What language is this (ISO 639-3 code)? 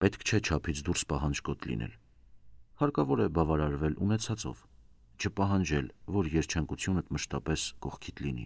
hye